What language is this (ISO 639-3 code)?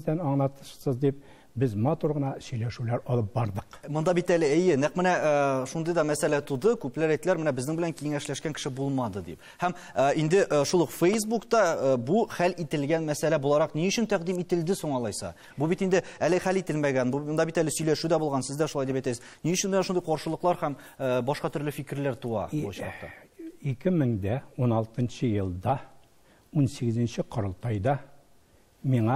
tat